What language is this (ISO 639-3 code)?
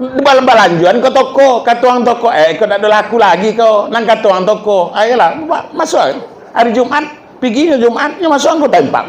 min